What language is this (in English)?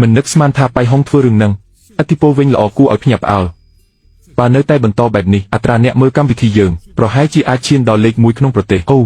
Khmer